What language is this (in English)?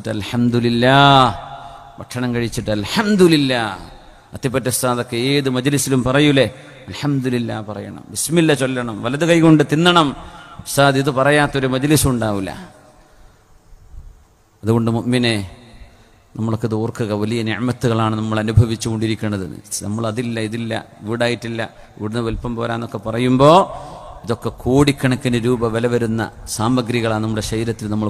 Malayalam